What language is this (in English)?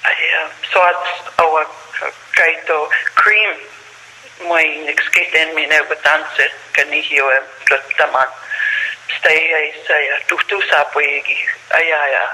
Plains Cree